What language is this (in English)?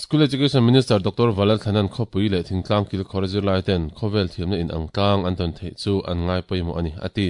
Mizo